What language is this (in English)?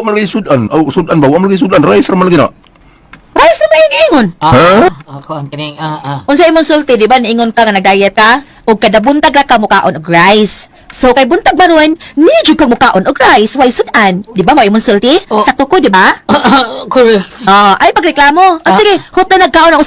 Cebuano